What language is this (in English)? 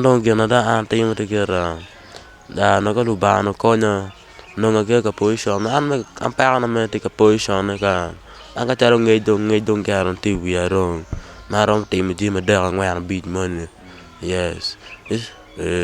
Acoli